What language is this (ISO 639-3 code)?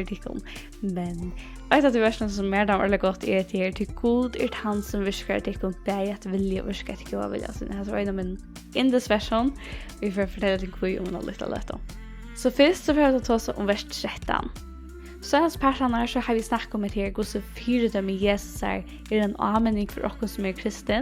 fao